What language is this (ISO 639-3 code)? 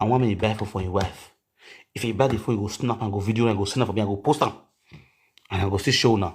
pcm